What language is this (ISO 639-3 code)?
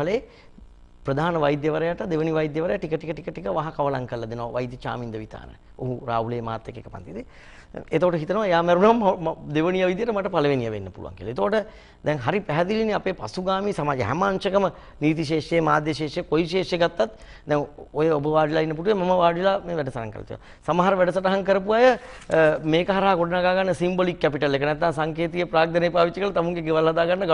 sin